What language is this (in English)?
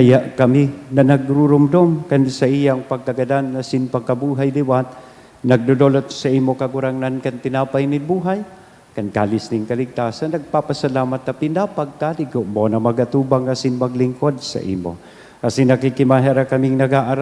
Bikol